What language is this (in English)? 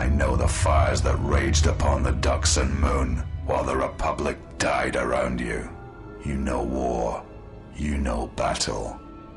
English